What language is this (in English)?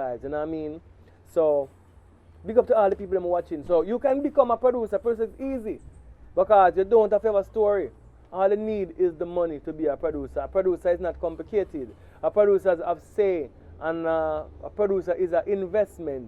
Jamaican Creole English